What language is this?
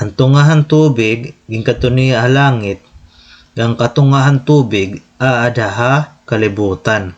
Waray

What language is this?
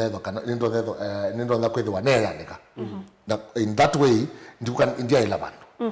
Kamba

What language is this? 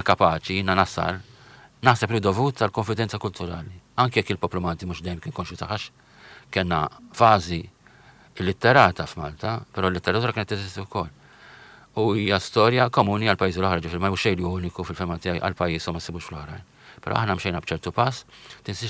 Maltese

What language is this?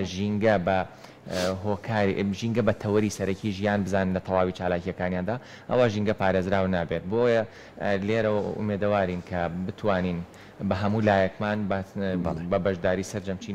Central Kurdish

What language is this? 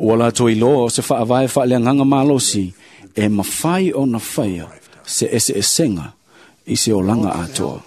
Samoan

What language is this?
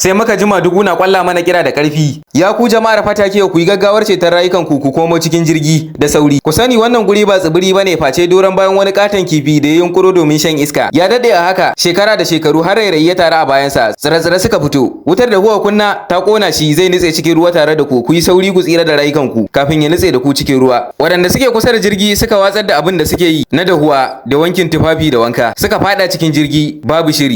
Hausa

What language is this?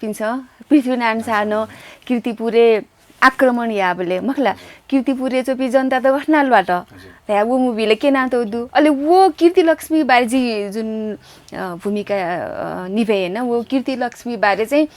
Newari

